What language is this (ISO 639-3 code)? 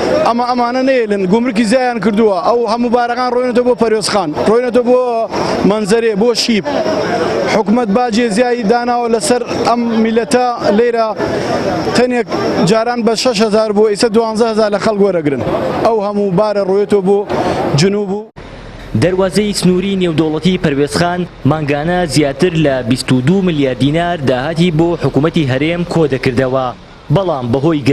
ckb